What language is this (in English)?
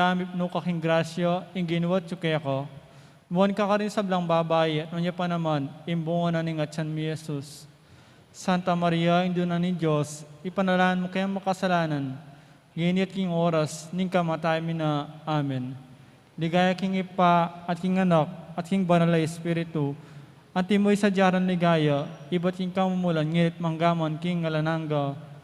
Pampanga